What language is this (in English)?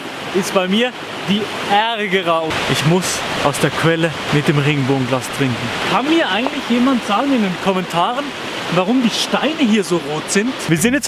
Swiss German